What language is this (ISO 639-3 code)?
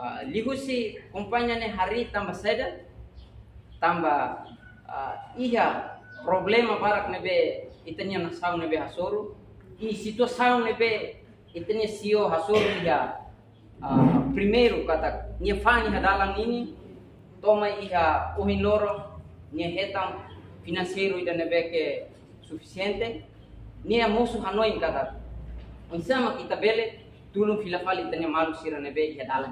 tet